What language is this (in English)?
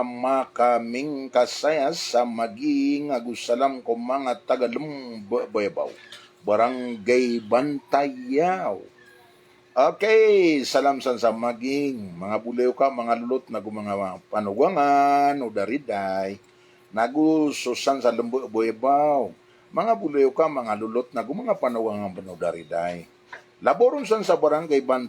Maranao